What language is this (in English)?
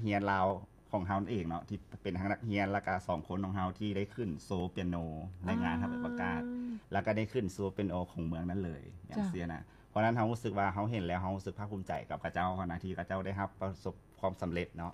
Lao